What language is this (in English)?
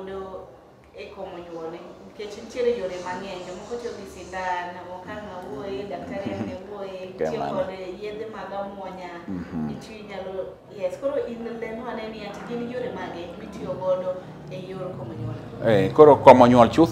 Luo (Kenya and Tanzania)